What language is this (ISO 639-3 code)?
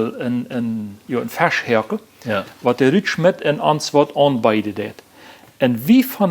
pdt